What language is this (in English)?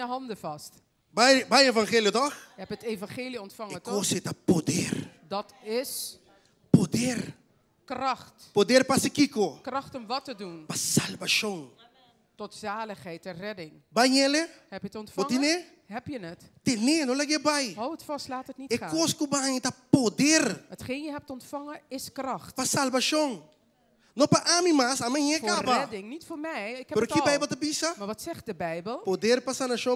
Papiamento